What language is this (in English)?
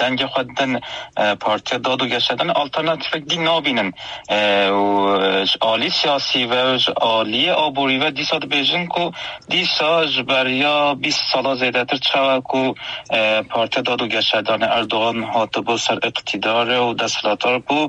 Kurdish